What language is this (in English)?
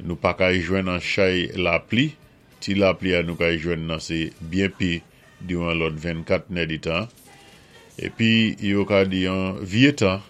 Saint Lucian Creole French